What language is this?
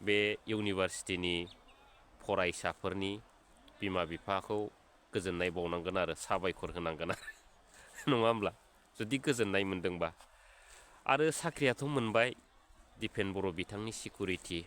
Bodo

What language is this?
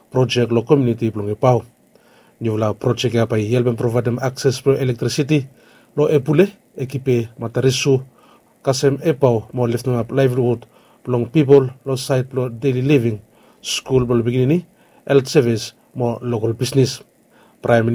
Bislama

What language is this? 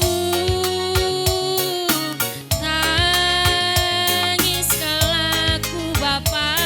Batak Karo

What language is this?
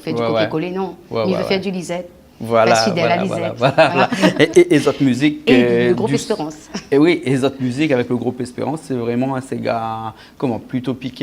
Réunion Creole French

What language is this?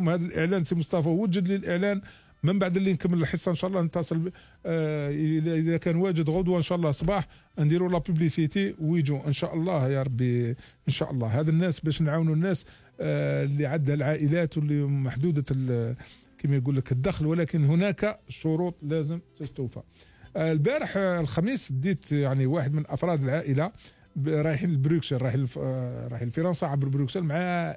Algerian Arabic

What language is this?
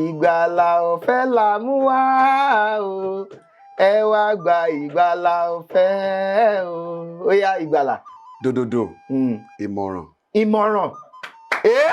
Yoruba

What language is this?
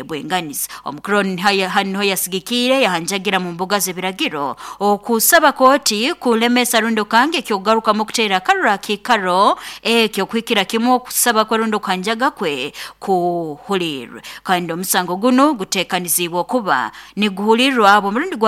Nyoro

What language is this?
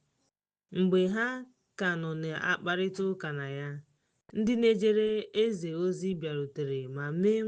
Igbo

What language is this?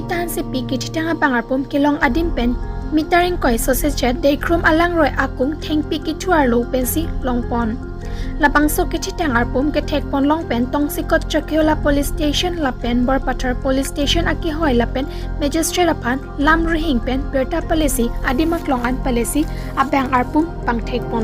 Karbi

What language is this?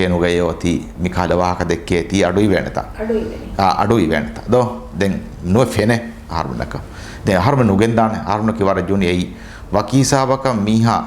Divehi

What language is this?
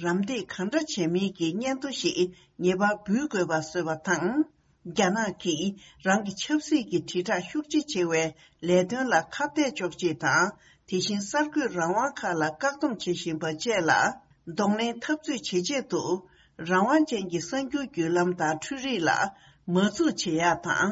Tibetan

